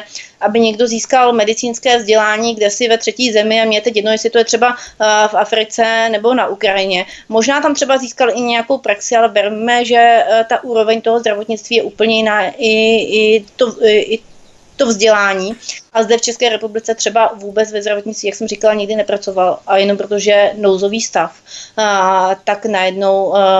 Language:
Czech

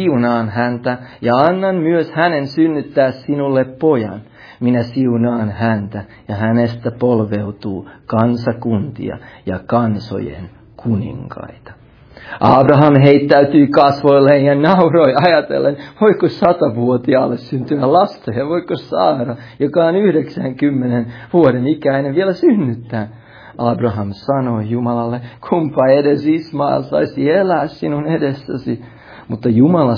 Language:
Finnish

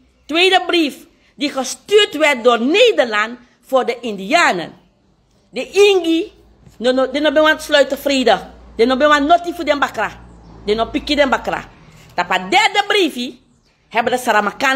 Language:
Sranan Tongo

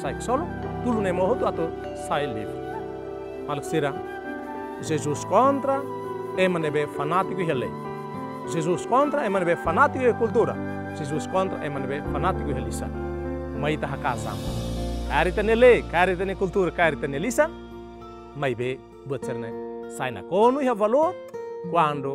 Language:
Tetum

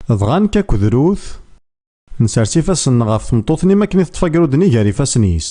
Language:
Kabyle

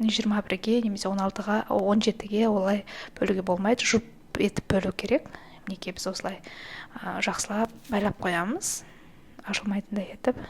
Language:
Kazakh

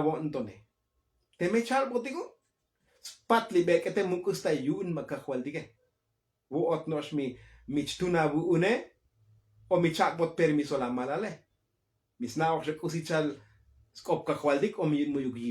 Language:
Tzotzil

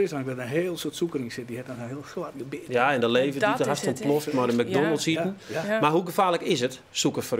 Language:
Western Frisian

